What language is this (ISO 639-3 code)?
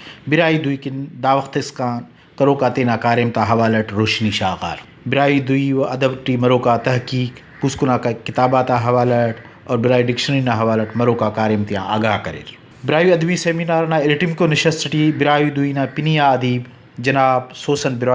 brh